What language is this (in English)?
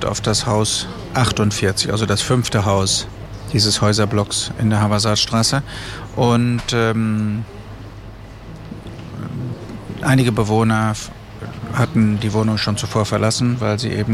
German